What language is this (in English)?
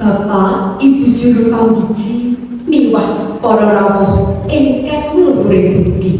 Javanese